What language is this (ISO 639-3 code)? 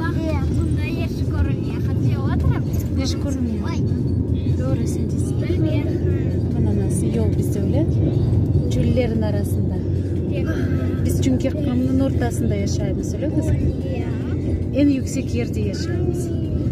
crh